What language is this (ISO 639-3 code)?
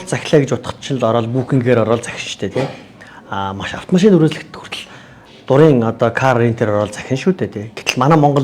mon